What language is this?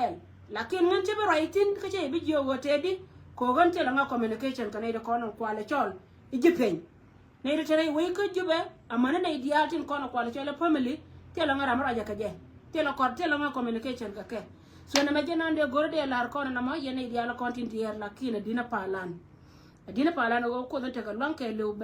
Nuer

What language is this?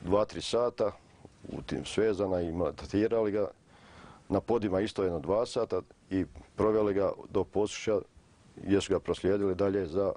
Croatian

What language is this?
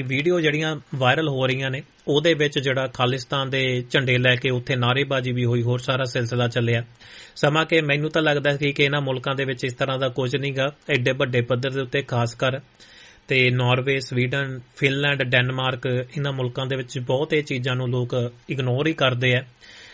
Punjabi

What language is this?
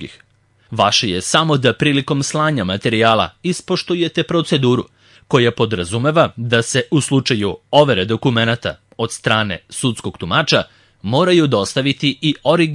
Serbian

